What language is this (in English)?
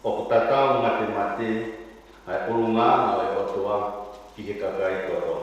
Tongan